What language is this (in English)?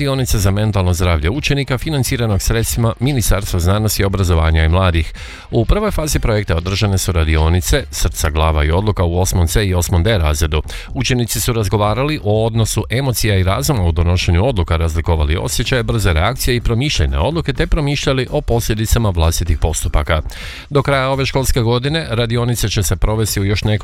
Croatian